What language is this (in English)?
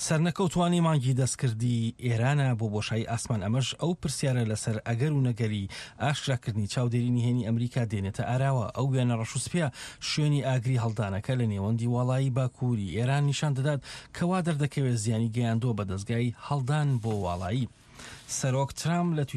Central Kurdish